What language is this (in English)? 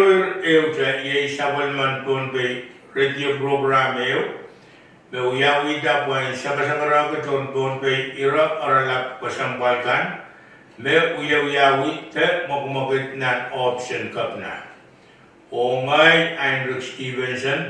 Pohnpeian